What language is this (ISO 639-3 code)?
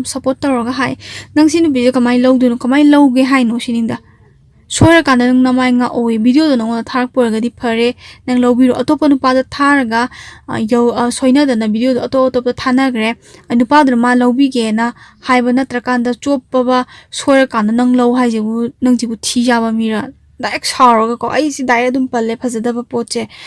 mni